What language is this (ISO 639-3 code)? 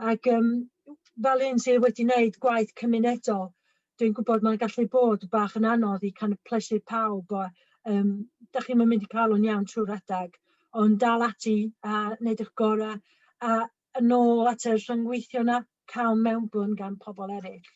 cym